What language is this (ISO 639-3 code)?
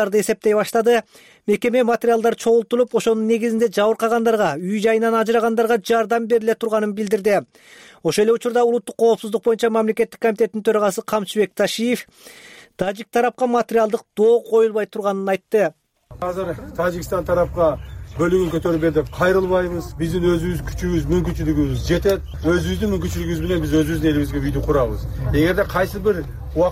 kir